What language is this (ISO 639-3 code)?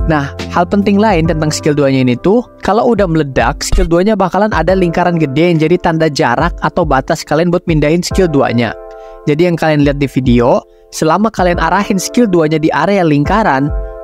ind